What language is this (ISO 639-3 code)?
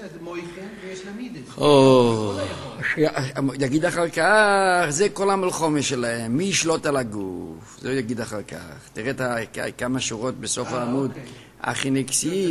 heb